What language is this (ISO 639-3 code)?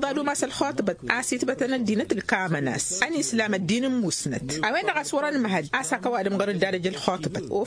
taq